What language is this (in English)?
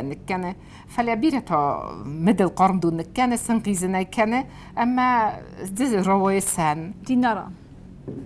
Ossetic